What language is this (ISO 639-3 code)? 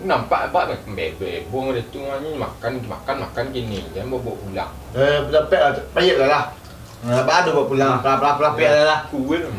min